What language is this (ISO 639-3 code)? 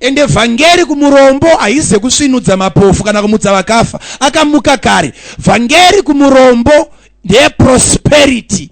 sna